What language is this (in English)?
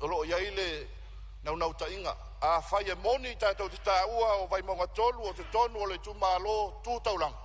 Samoan